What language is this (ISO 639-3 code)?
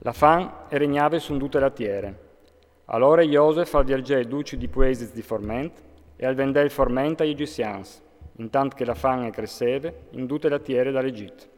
fur